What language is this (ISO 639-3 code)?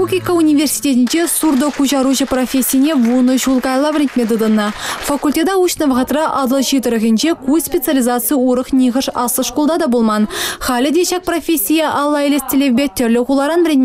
chv